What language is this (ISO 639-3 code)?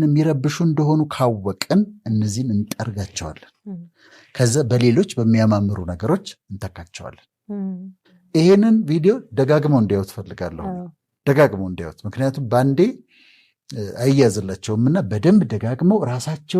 amh